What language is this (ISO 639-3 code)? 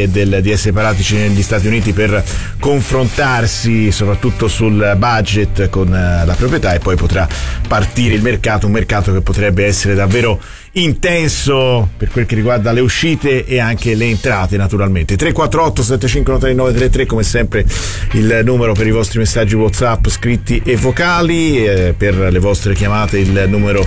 ita